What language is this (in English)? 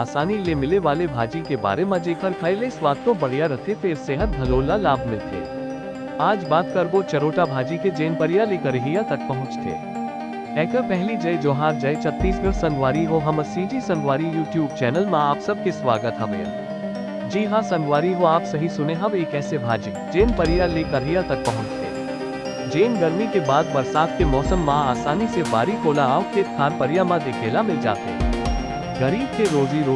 Chhattisgarhi